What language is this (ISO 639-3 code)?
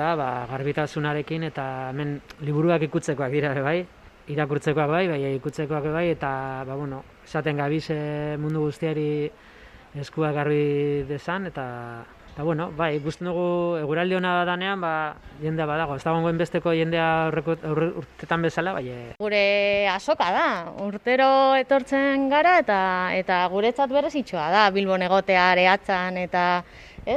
eus